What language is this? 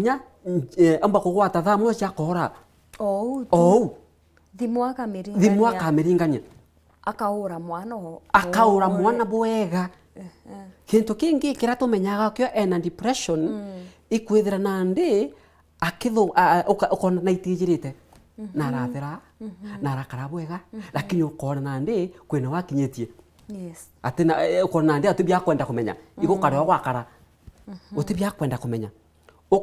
Meru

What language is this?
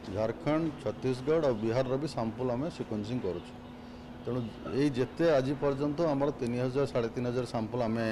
Odia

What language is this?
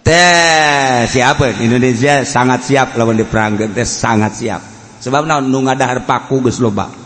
Sundanese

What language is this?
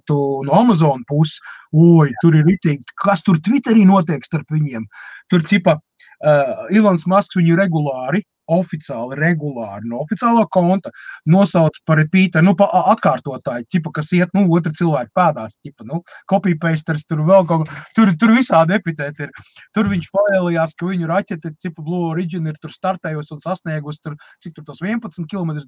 Latvian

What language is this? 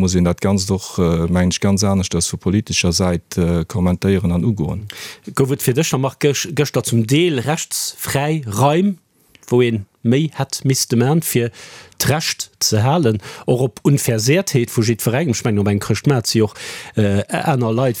Luxembourgish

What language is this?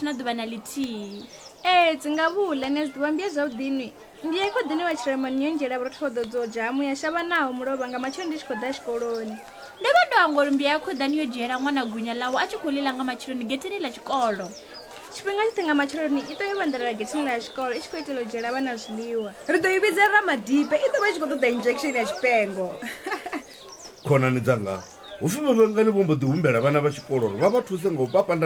Venda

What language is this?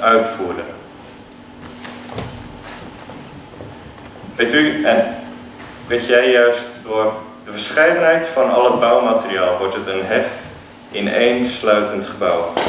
Dutch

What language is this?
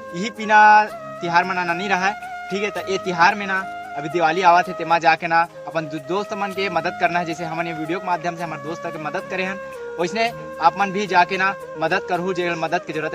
Chhattisgarhi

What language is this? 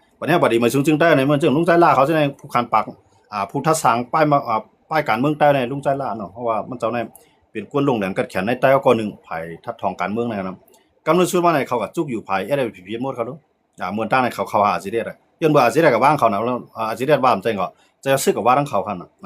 Shan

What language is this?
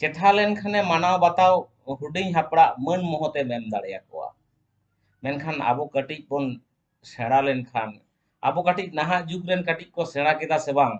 Santali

